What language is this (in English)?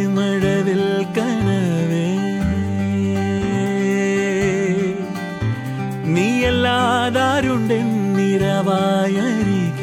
Malayalam